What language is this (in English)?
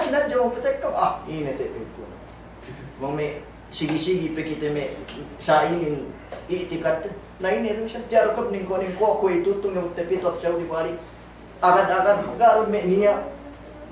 Yakan